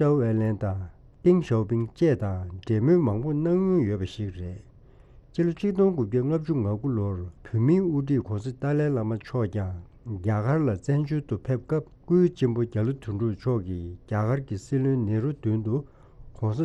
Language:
Tibetan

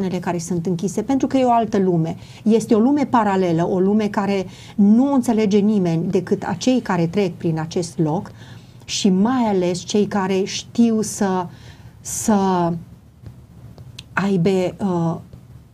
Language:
Romanian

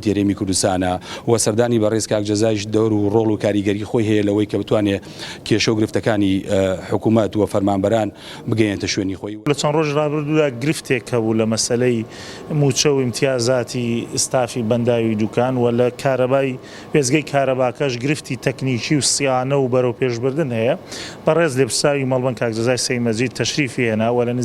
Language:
Central Kurdish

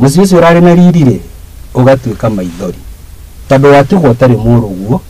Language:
Kikuyu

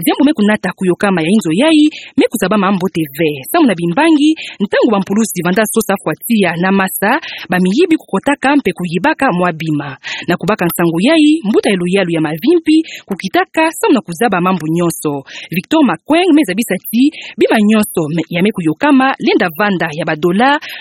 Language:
Kituba (Democratic Republic of Congo)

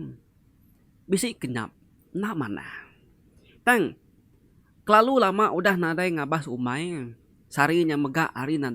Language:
Iban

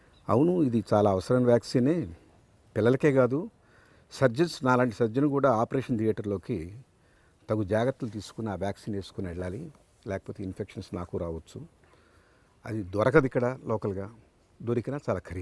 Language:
Telugu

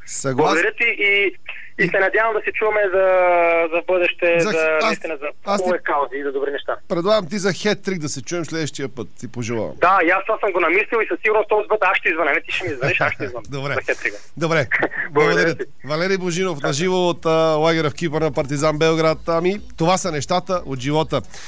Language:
Bulgarian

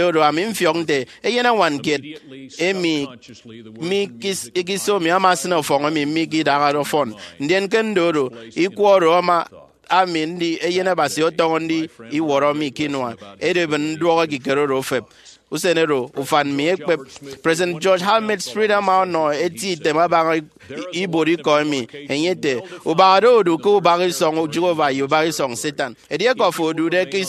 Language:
Efik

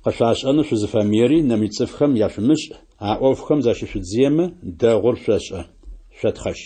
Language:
Adyghe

